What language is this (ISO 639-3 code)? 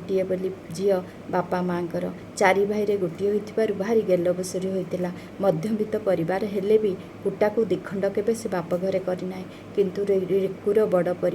ori